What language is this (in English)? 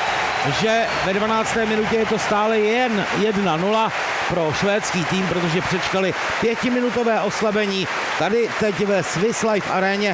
Czech